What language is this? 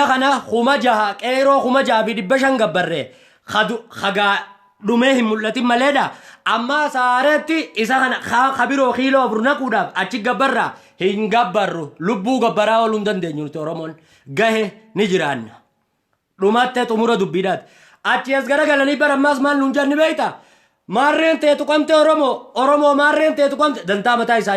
Oromo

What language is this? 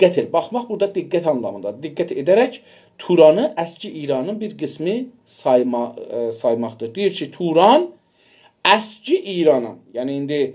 South Azerbaijani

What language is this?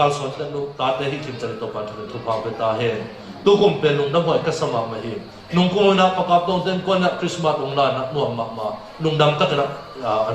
Tedim Chin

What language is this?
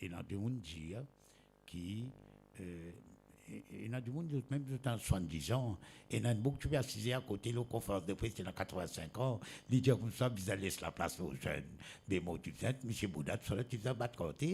Morisyen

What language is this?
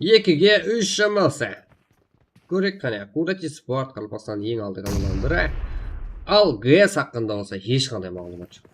Kara-Kalpak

